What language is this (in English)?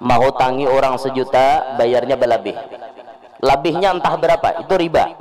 Banjar